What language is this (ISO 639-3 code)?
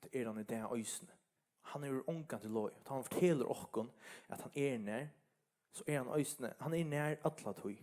fao